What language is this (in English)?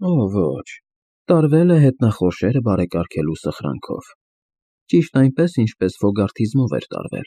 Armenian